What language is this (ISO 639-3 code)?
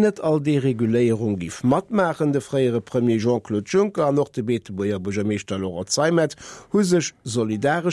ltz